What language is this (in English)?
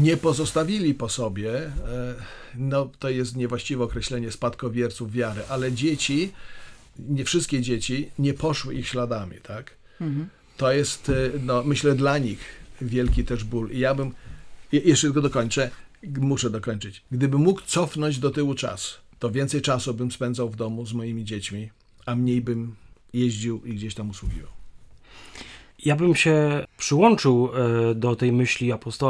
Polish